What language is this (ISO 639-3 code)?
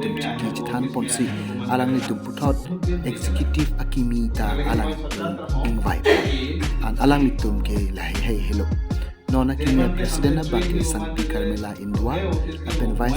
mjw